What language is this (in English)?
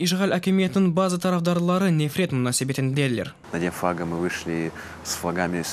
Crimean Tatar